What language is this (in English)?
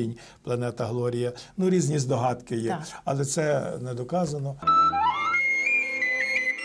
Ukrainian